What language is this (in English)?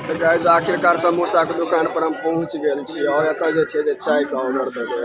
Maithili